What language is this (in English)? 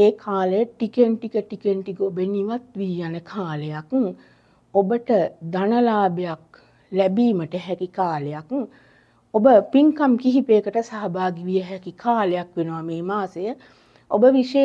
Sinhala